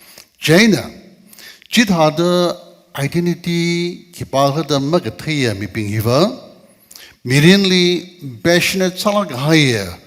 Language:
Tangkhul Naga (India)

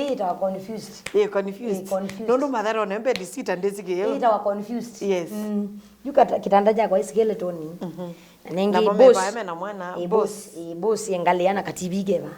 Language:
Kamba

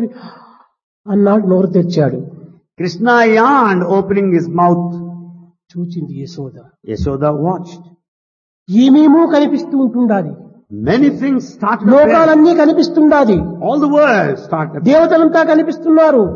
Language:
Telugu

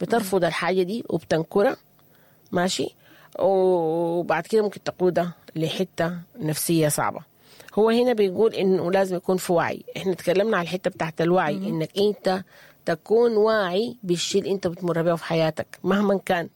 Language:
Sudanese Arabic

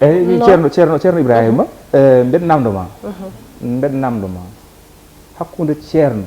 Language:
Fula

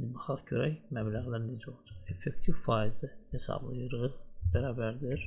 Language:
Azerbaijani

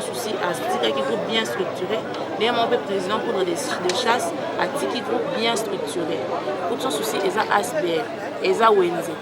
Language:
Lingala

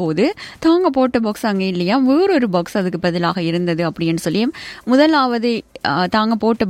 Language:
Tamil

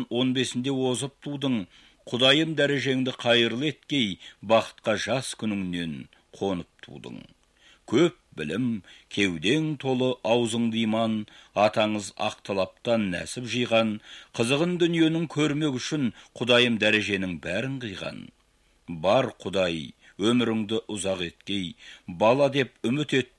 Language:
Kazakh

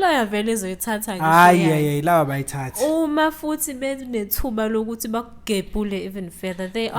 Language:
Zulu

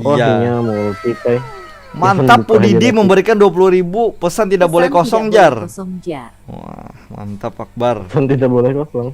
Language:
Banjar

